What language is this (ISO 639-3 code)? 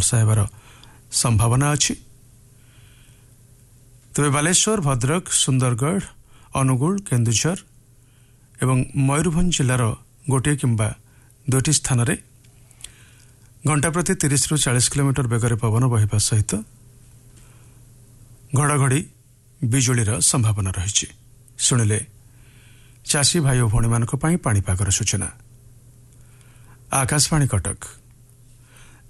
ori